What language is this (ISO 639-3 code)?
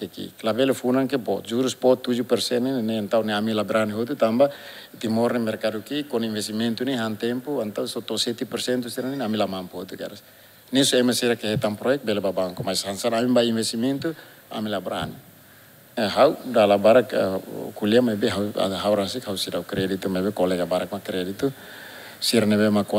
tet